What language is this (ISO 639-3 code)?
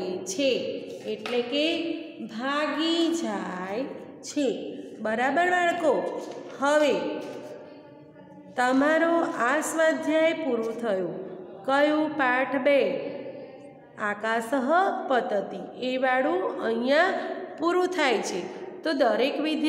guj